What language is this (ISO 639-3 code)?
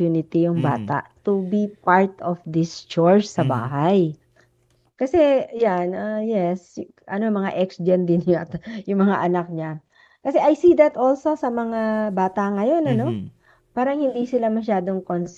fil